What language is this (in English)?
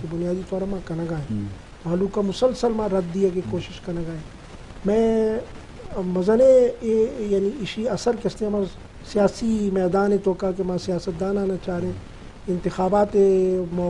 Eastern Balochi